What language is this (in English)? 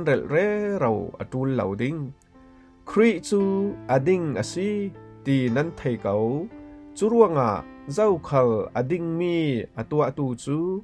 Falam Chin